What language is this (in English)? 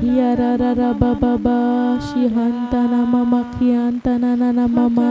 Tem